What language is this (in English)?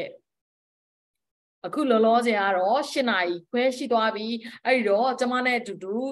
Burmese